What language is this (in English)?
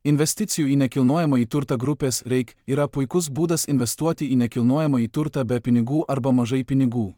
Lithuanian